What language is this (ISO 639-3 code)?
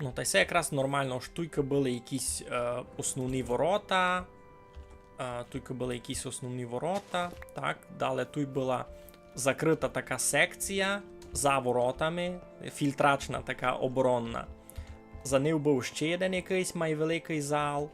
rue